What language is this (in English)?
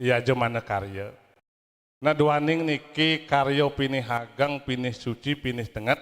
Balinese